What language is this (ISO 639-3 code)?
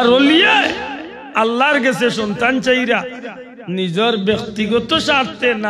syl